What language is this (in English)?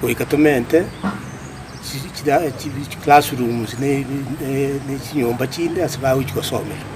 Gusii